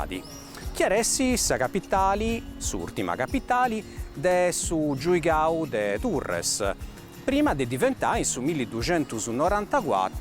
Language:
Sardinian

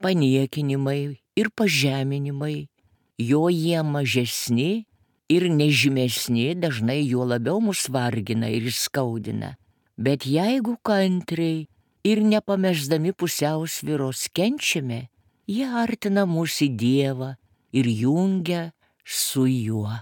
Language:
Lithuanian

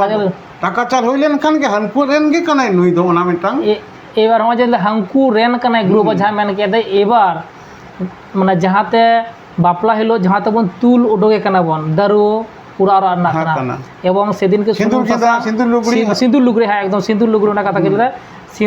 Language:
Santali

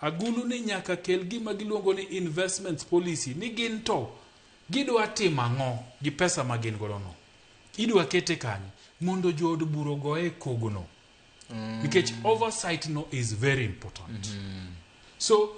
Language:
Luo (Kenya and Tanzania)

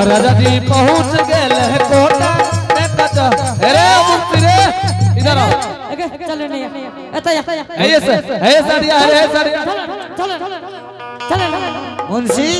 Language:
Angika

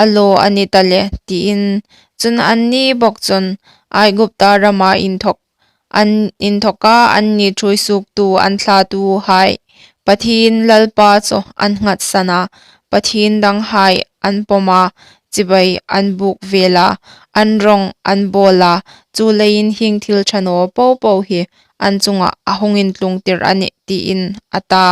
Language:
Hmar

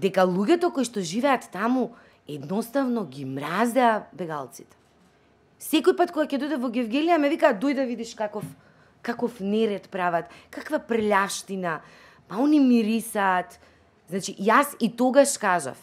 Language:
Macedonian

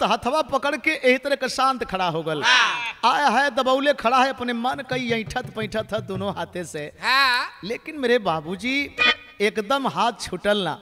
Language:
Bhojpuri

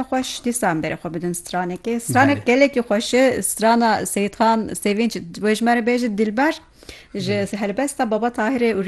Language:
Kurdish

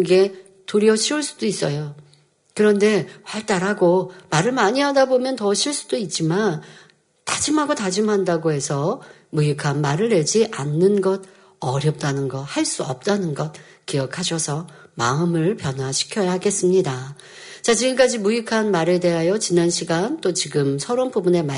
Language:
Korean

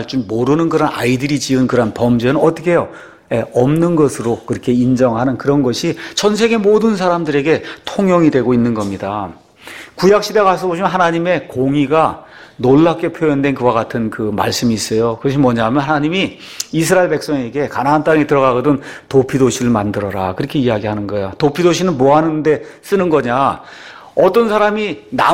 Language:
Korean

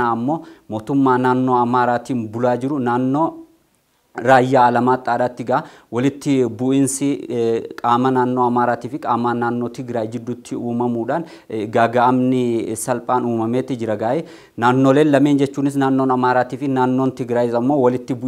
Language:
Oromo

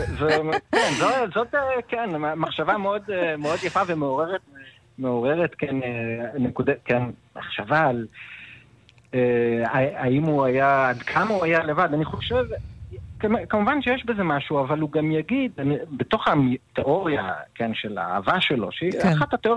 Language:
Hebrew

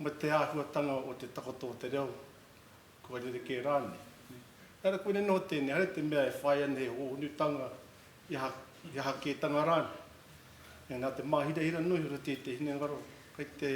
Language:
Māori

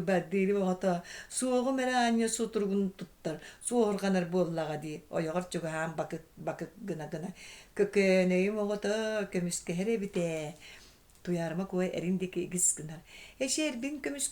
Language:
Yakut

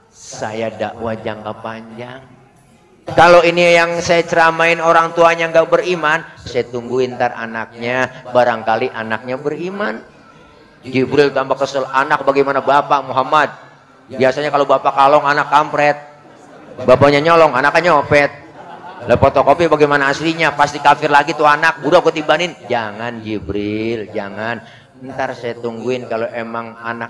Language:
Betawi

